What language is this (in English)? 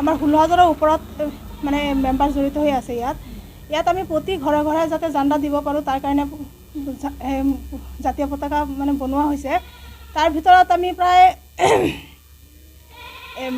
Assamese